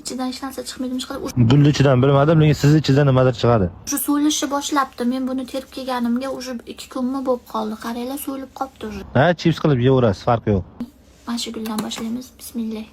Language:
Uzbek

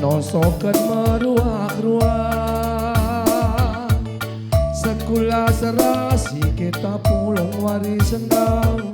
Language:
Batak Karo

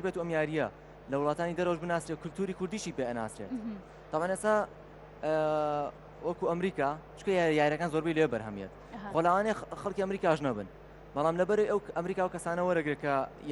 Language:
Central Kurdish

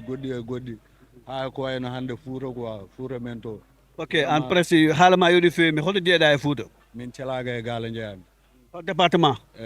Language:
Fula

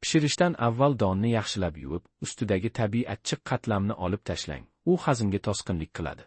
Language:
Uzbek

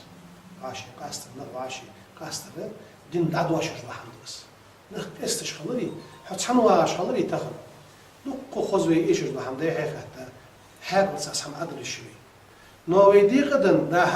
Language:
Ingush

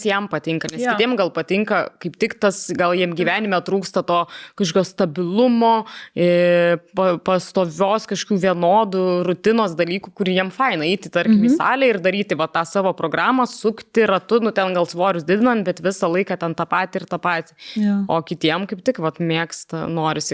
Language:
Lithuanian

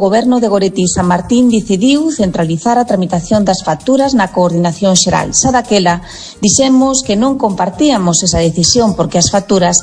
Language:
Galician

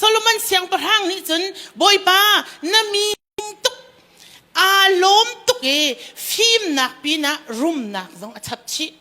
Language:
Hakha Chin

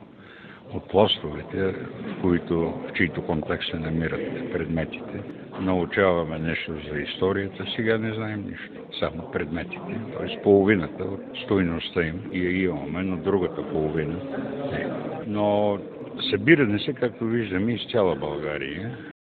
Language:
Bulgarian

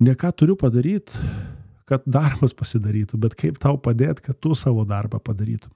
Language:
Lithuanian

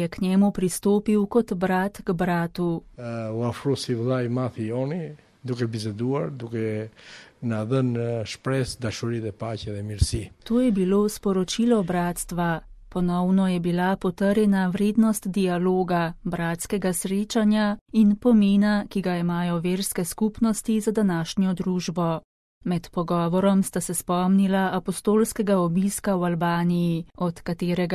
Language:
Slovenian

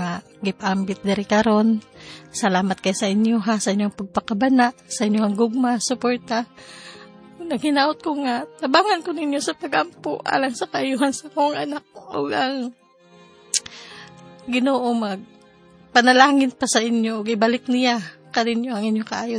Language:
Cebuano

